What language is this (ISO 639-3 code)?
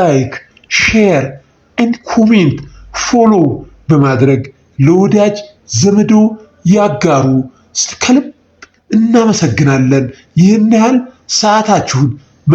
amh